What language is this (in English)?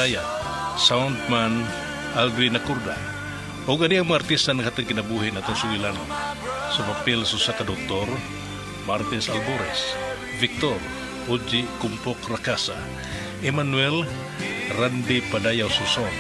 Cebuano